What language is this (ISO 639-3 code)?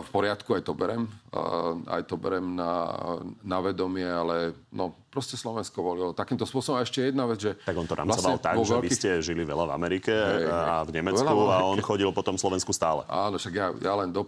slk